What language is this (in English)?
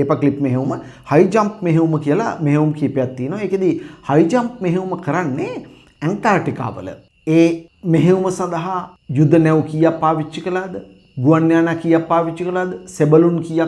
Sinhala